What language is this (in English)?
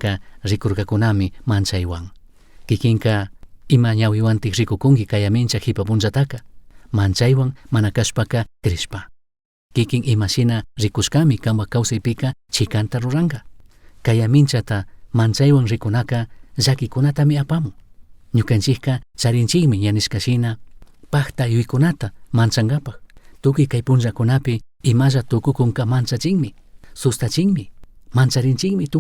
Chimborazo Highland Quichua